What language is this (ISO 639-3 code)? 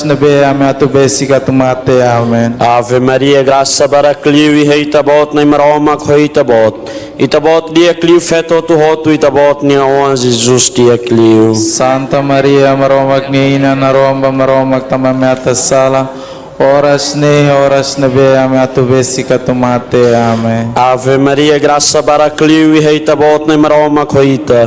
tet